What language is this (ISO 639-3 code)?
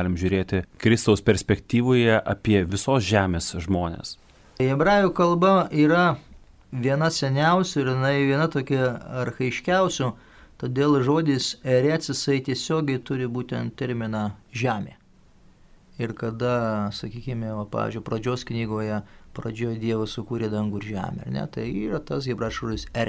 lit